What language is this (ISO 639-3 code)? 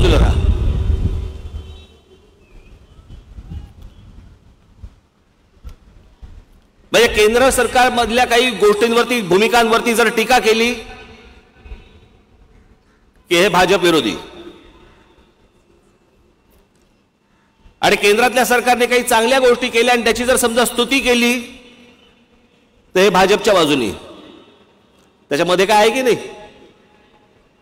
mar